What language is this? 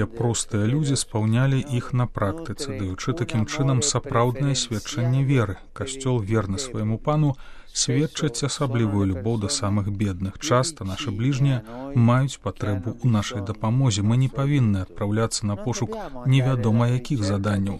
Belarusian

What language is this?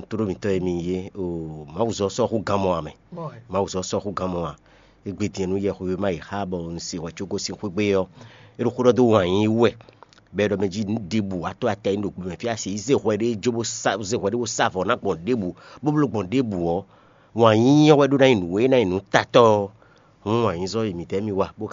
Fon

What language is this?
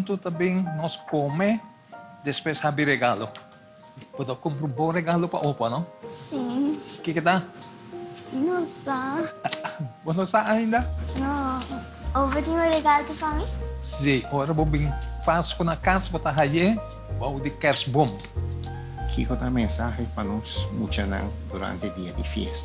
Papiamento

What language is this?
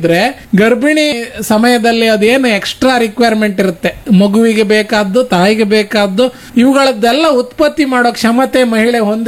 Kannada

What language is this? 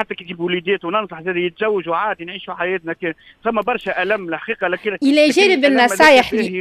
Tunisian Arabic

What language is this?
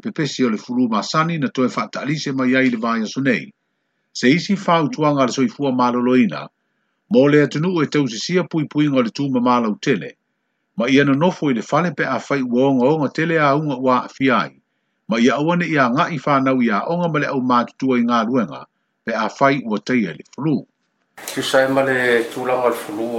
Samoan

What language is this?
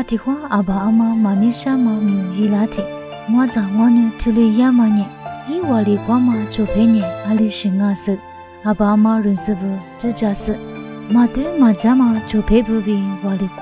Lisu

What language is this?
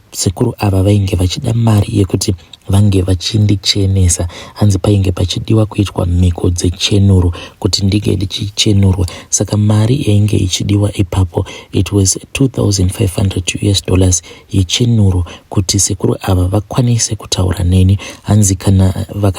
Shona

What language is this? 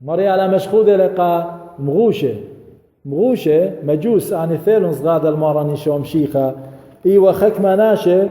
Assyrian Neo-Aramaic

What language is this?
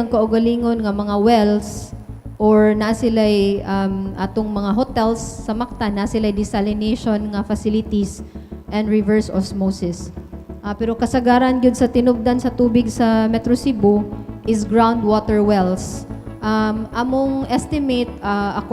Cebuano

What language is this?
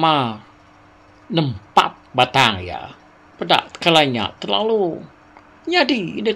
Iban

